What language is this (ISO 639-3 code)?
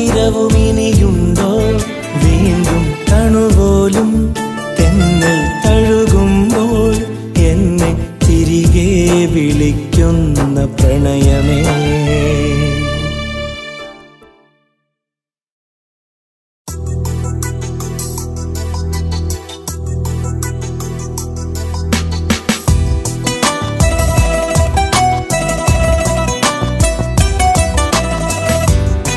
mal